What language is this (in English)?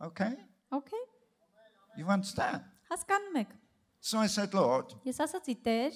Armenian